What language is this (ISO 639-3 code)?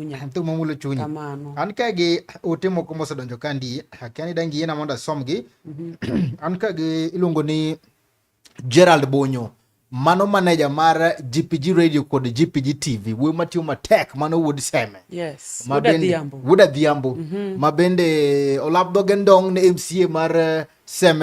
luo